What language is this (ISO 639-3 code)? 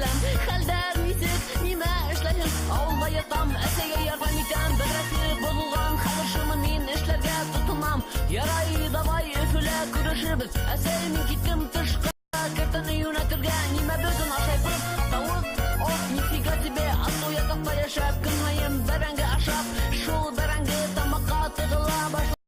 bak